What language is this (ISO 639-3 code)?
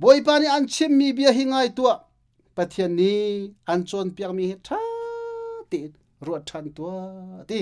cnh